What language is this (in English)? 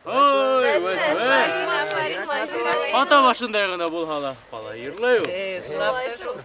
Bashkir